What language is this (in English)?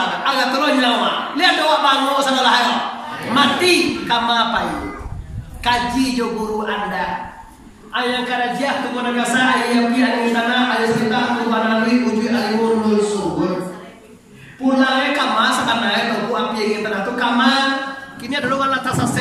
Minangkabau